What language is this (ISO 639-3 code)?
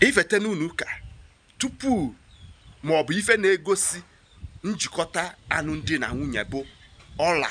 ibo